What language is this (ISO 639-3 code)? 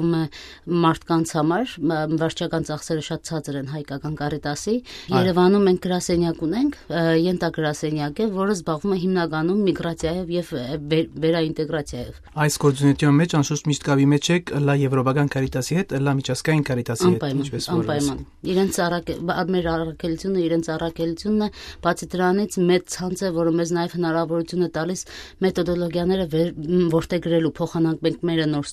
hye